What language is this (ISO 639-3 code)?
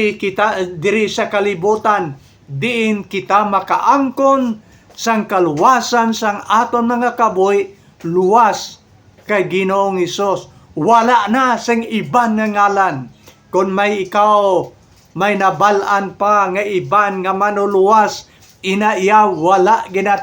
hil